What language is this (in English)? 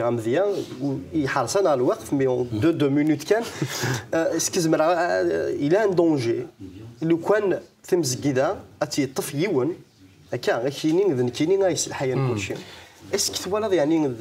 Kabyle